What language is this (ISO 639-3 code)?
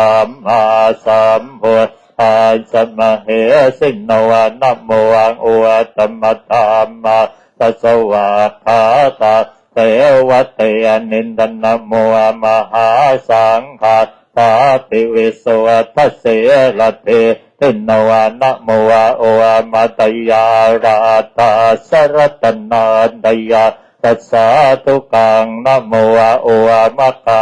pli